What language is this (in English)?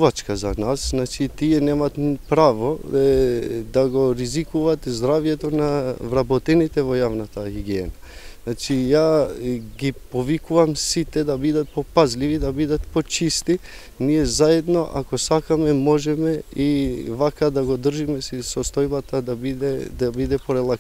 Macedonian